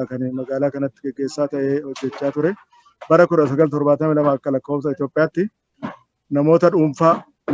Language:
Oromo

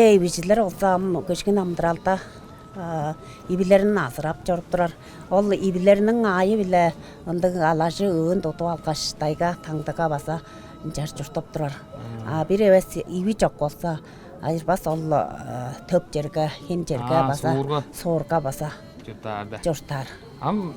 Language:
Tuvinian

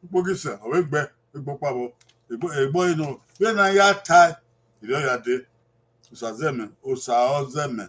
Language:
Bini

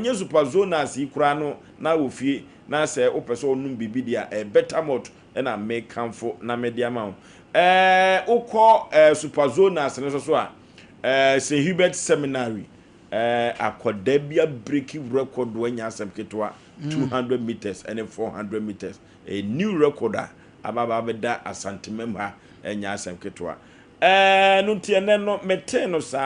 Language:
Akan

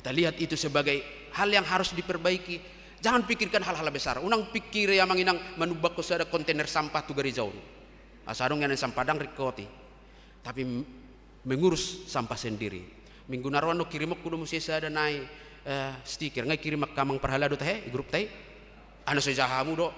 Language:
Batak Toba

